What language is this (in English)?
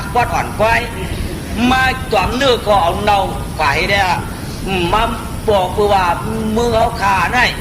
Shan